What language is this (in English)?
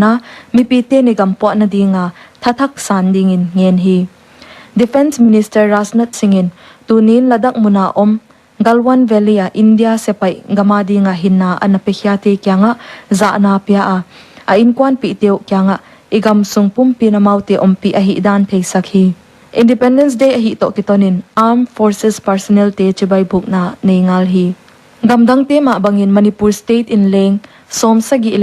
Paite Chin